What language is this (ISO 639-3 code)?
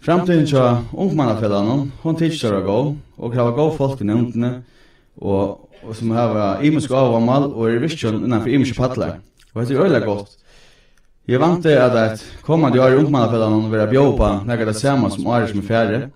fao